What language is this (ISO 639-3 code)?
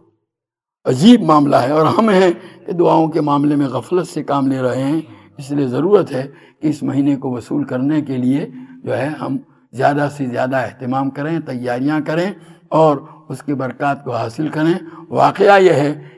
urd